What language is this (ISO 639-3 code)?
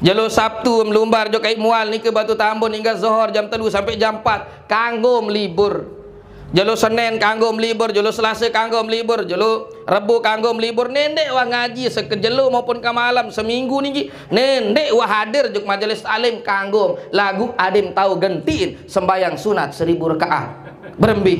sas